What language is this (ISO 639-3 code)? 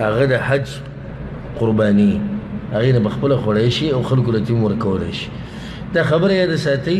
pus